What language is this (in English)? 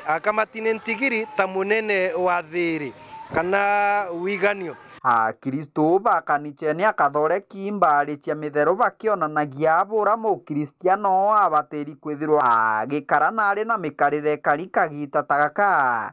Meru